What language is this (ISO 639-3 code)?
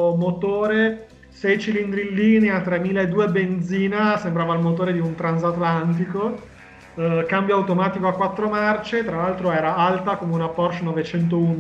ita